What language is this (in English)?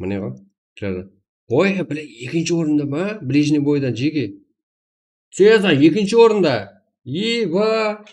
Kara-Kalpak